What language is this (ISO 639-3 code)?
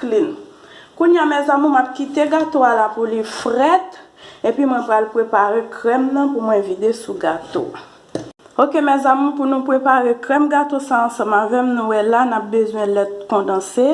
hat